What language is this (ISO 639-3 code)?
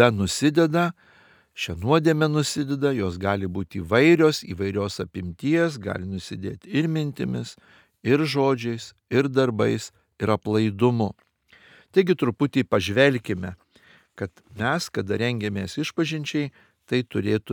lit